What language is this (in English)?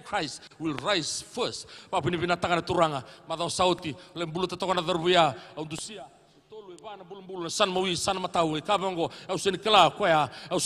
Fijian